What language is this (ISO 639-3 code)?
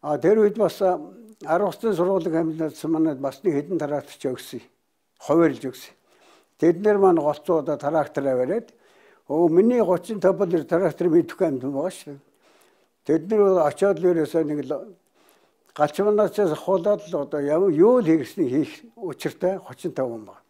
mon